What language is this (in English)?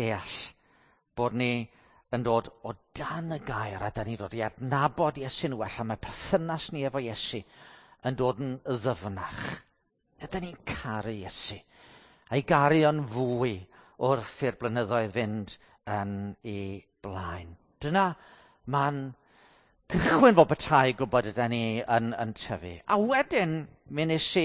Welsh